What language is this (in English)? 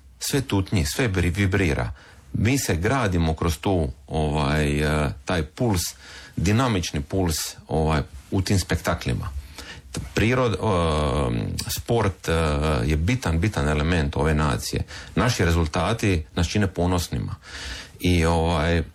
Croatian